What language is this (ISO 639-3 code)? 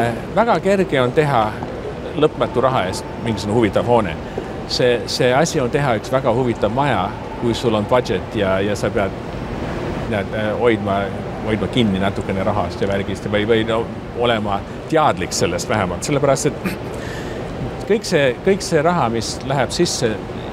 est